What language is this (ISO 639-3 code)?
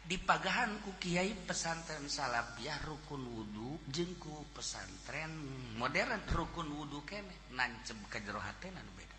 sun